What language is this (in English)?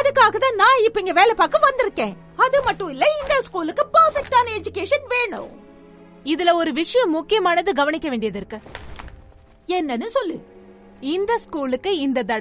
Tamil